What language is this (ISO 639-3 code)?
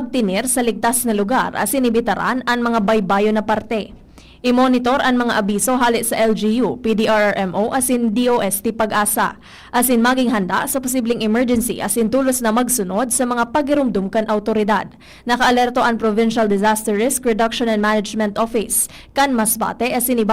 bik